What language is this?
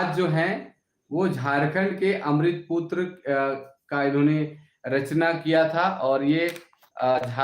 Sadri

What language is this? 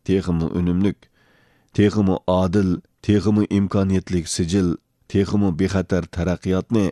Uyghur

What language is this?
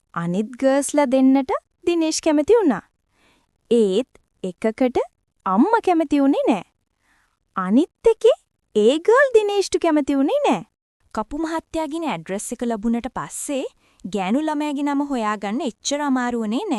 Sinhala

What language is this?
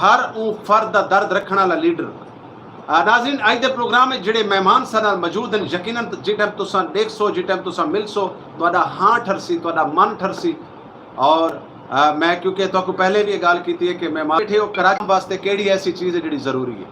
Saraiki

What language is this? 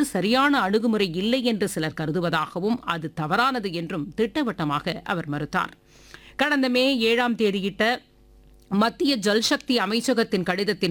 Tamil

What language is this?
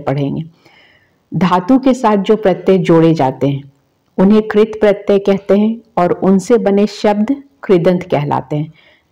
Hindi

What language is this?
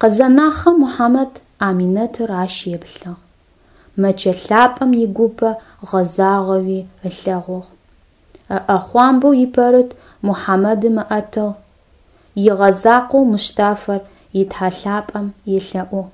Adyghe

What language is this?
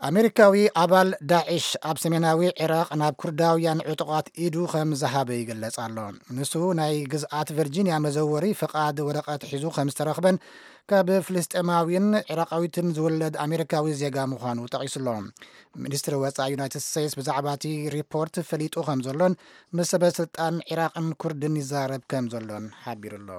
Tigrinya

